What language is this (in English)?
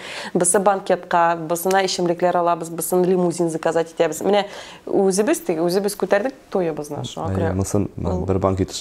Tatar